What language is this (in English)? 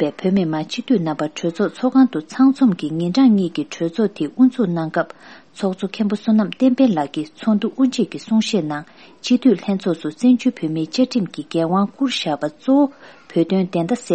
Tibetan